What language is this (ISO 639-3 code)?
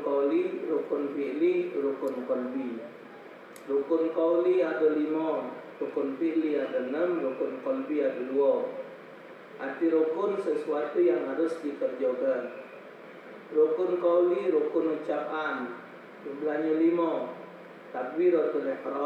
mui